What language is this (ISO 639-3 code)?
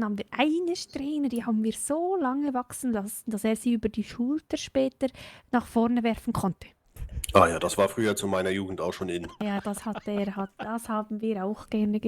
gsw